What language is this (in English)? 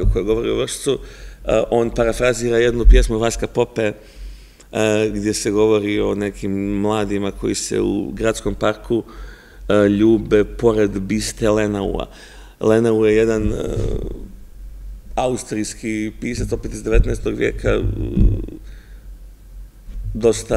Serbian